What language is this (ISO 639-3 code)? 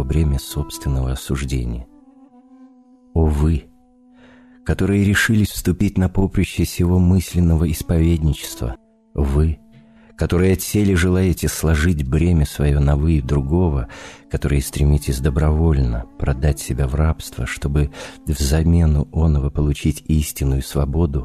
rus